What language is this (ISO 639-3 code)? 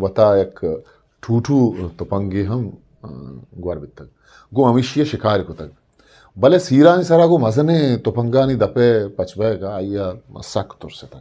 bgp